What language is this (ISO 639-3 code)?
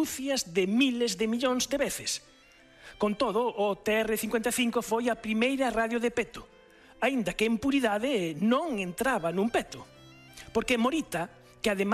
glg